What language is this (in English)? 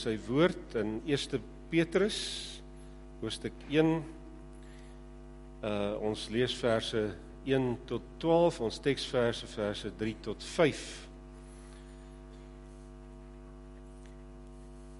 Afrikaans